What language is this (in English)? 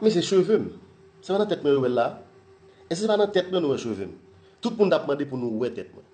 Haitian Creole